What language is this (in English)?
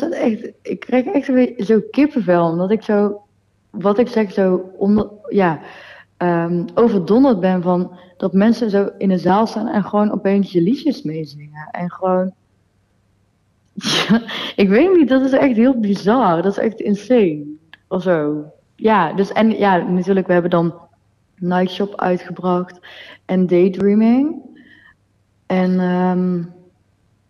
Dutch